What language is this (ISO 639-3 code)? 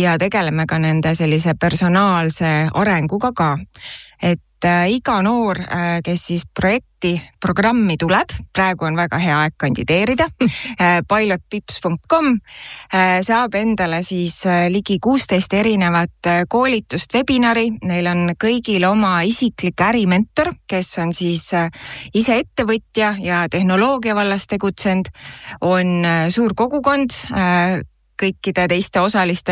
est